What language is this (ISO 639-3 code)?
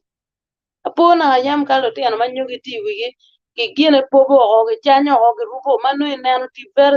ach